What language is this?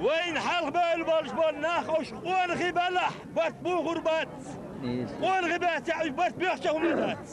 Chechen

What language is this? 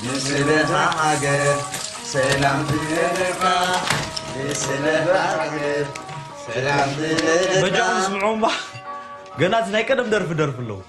Tigrinya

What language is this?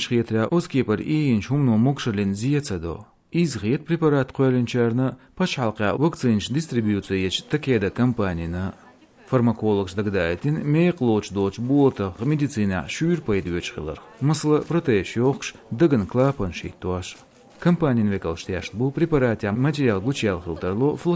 Chechen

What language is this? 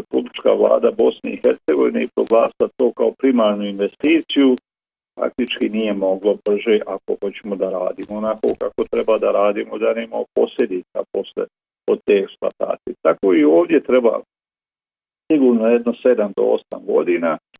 Bosnian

